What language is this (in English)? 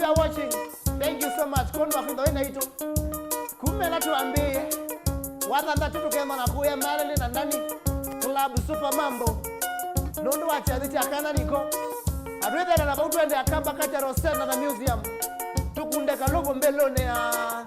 Kamba